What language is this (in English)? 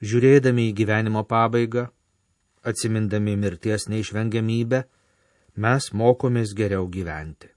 Lithuanian